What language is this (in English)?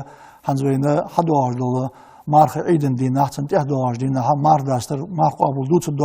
Ingush